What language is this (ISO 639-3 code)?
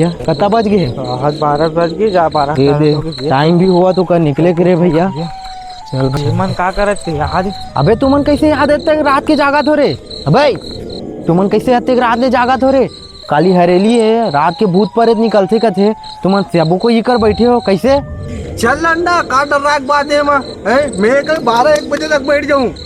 hne